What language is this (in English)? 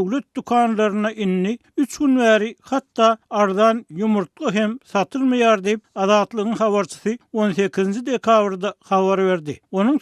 Turkmen